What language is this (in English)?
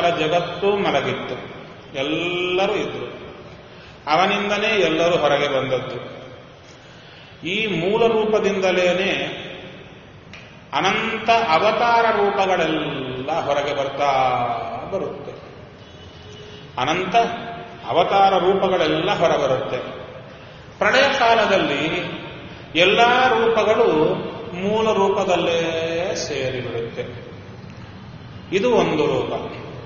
Kannada